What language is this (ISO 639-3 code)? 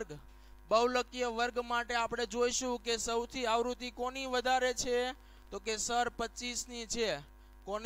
guj